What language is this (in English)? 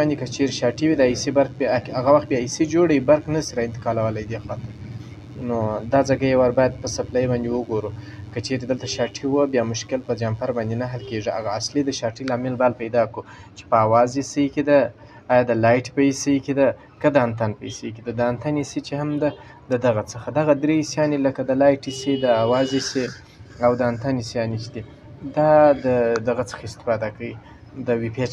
Pashto